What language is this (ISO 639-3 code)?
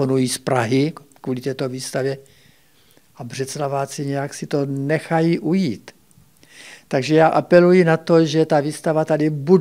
ces